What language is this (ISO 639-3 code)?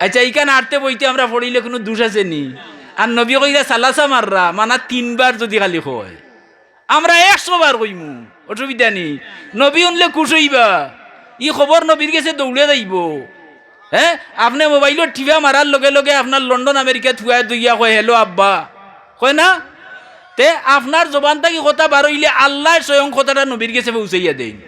syl